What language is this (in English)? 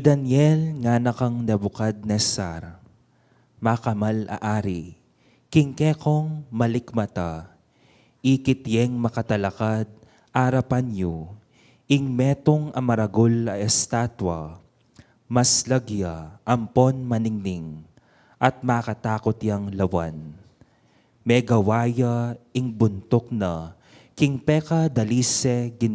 Pampanga